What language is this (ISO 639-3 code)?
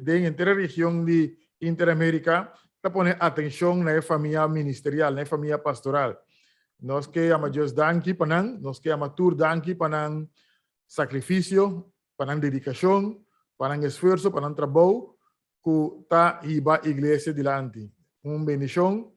pap